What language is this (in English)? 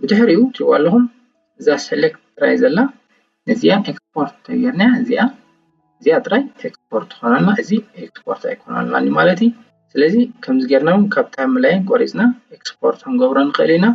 Tigrinya